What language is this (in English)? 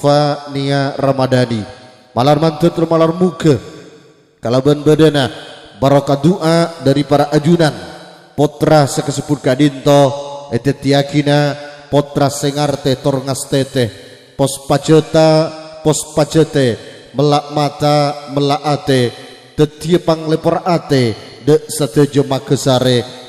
Madurese